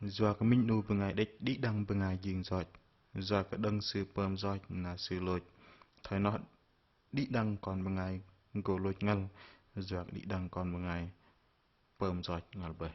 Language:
Bahnar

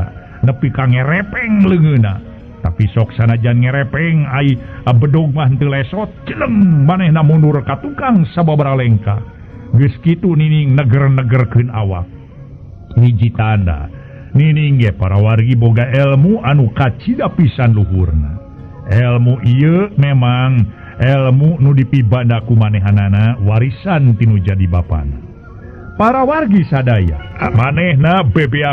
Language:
Sundanese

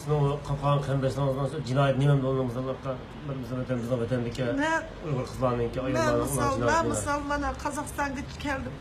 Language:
Uyghur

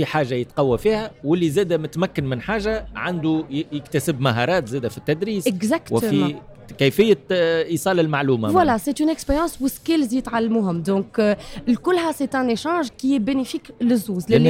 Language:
Tunisian Arabic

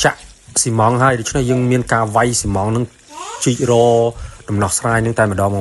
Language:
Khmer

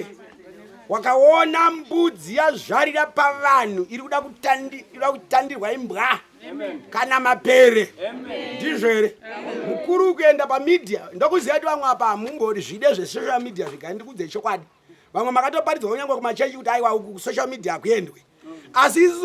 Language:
Shona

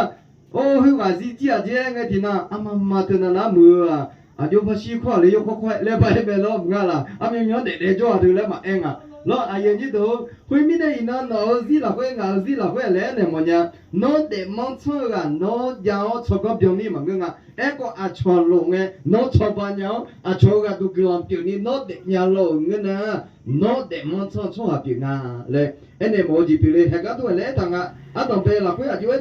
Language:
Akha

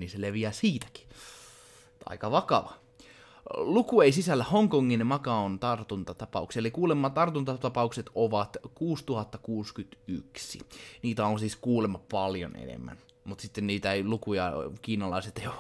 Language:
Finnish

